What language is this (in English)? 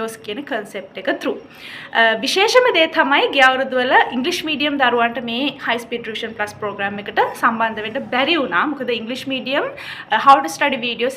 Sinhala